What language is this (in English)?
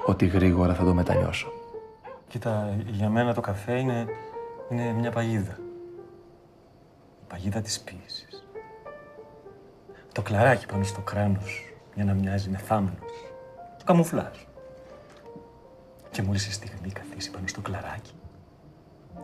Greek